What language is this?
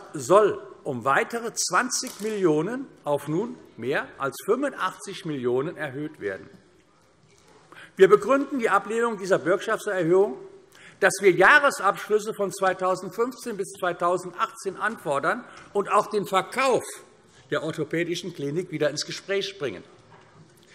German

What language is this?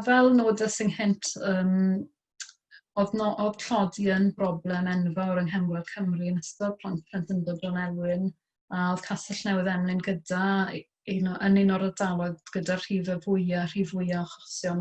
Welsh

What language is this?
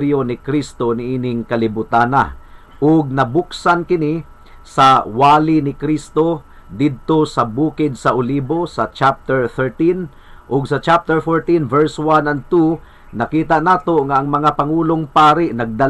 Cebuano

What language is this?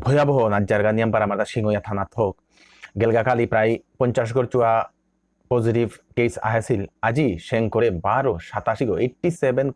Bishnupriya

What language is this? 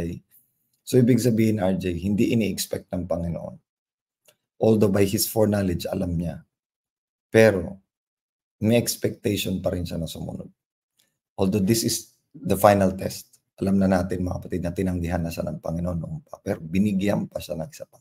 Filipino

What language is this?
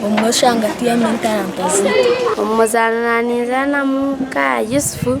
Nyankole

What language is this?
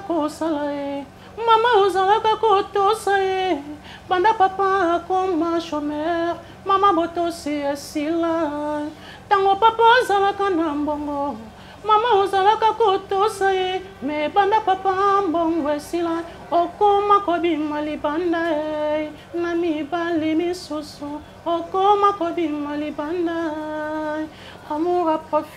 Lingala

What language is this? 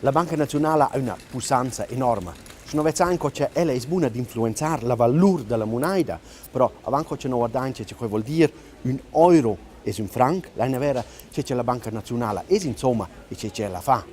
Romansh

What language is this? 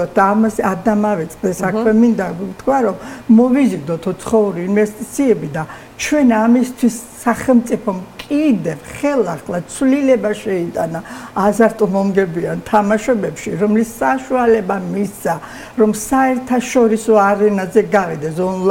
Georgian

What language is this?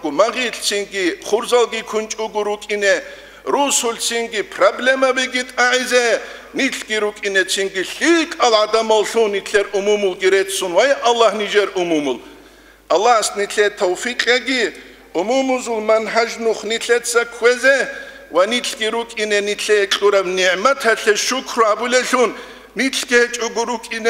Avaric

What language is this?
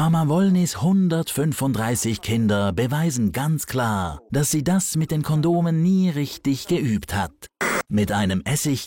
Swiss German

